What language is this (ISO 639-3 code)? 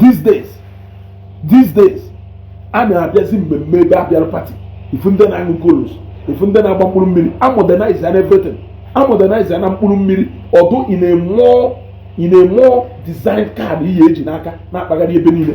ibo